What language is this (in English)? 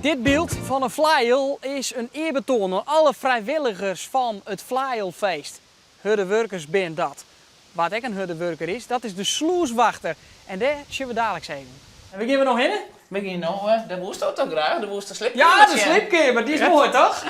Western Frisian